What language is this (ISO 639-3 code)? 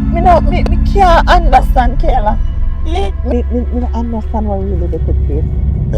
jam